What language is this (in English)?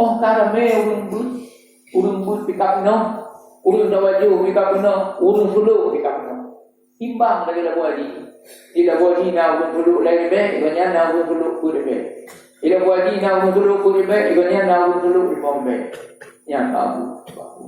Achinese